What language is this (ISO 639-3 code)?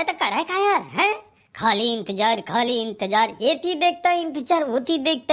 hne